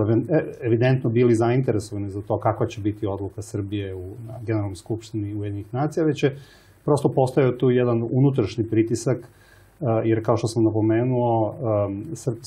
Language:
Serbian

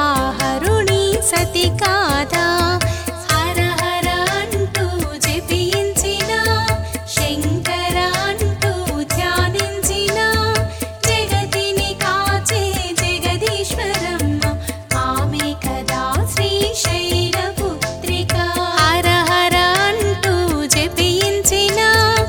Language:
Telugu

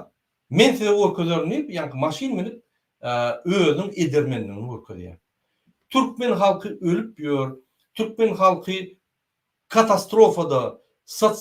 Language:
Turkmen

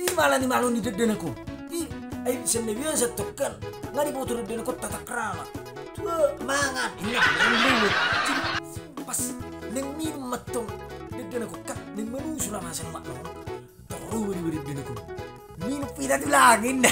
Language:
Batak Toba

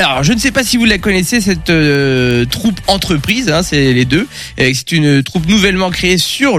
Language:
French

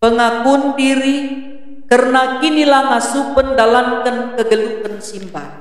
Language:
Batak Karo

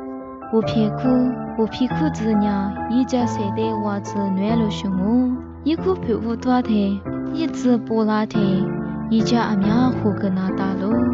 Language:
Lisu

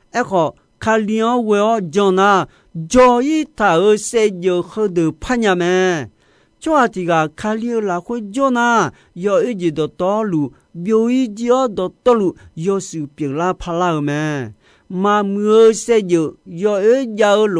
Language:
Akha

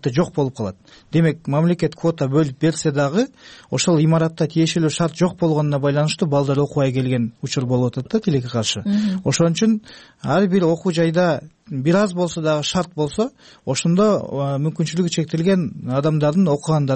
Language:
Kyrgyz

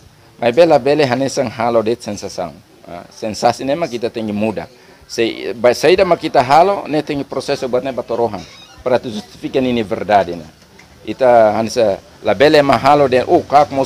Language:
Tetum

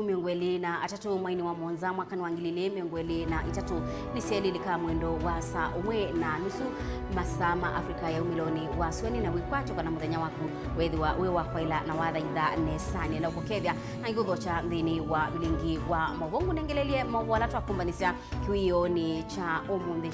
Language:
Kamba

